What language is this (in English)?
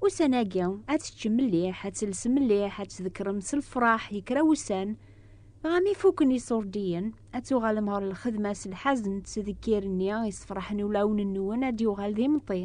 Kabyle